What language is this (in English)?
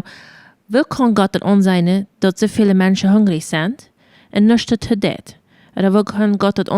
Plautdietsch